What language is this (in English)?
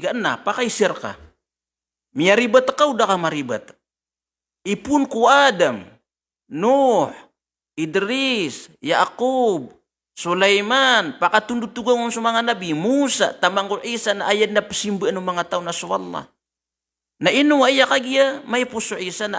Maranao